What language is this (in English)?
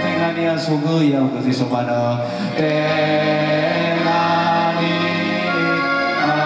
Nias